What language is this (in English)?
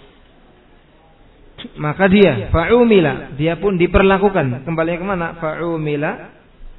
Indonesian